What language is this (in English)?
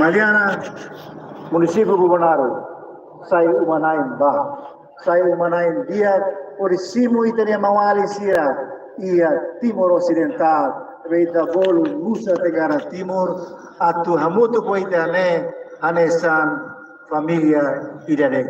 Tetum